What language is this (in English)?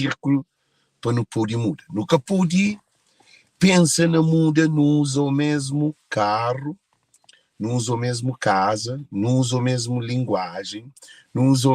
Kabuverdianu